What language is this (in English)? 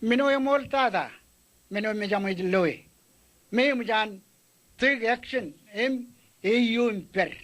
Marshallese